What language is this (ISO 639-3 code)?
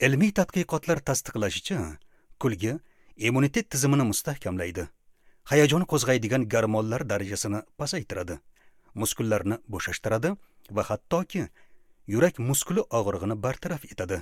uzb